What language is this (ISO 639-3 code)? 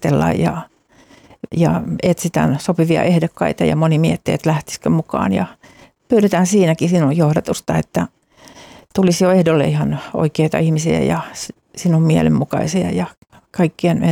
fin